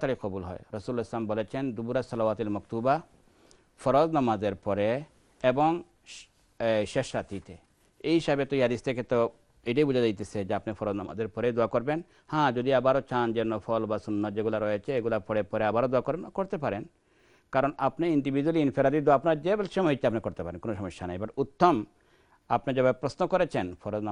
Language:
Bangla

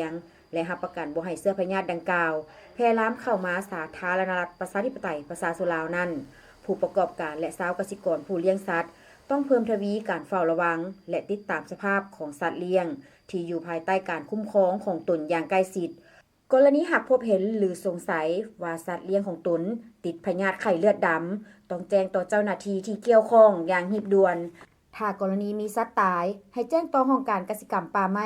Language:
Lao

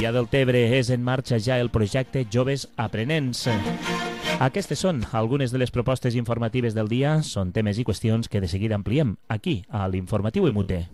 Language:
Catalan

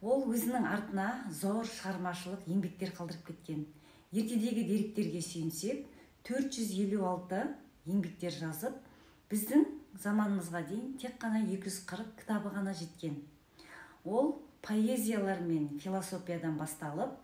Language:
Kazakh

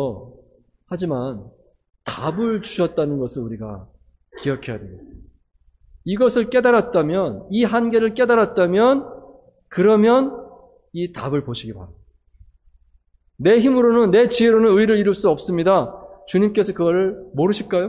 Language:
Korean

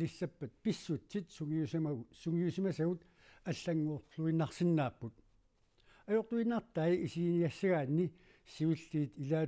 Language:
Kalaallisut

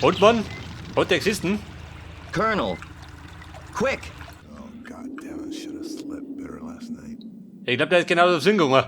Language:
Bavarian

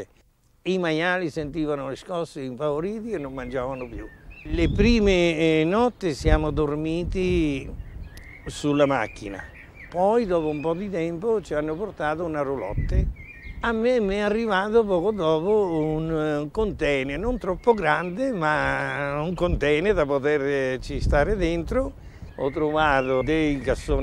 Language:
Italian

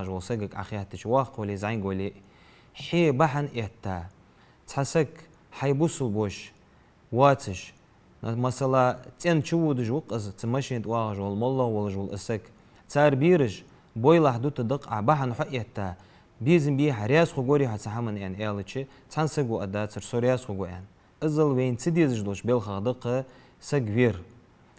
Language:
Ingush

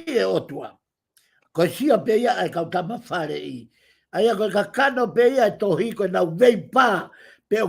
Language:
Tongan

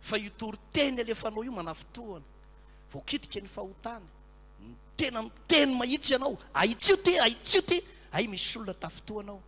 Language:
Malagasy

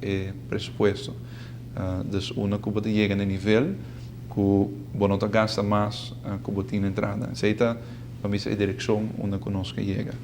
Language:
Papiamento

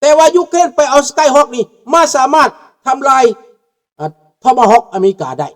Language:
Lao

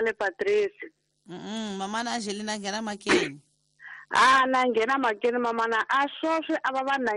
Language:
Tsonga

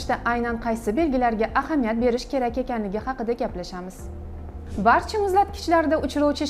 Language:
Uzbek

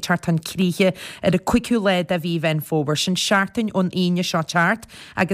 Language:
Irish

